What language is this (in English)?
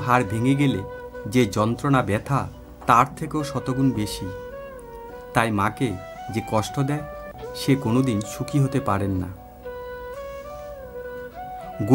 Bangla